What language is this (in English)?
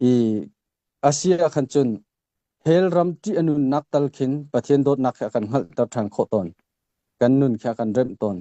Hakha Chin